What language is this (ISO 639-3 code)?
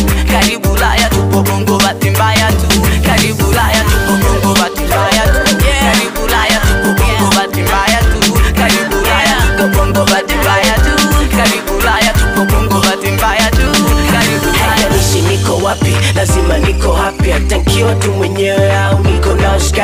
swa